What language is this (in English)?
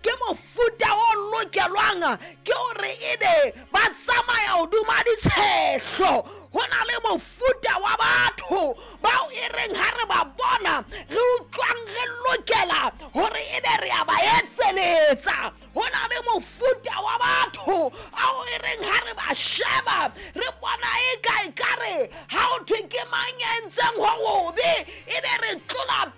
Southern Sotho